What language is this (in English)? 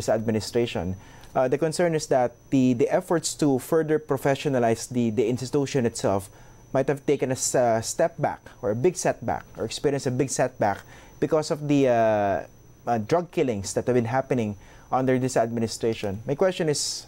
English